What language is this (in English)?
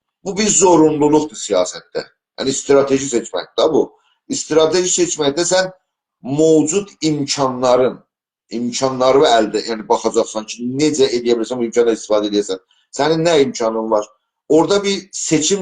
South Azerbaijani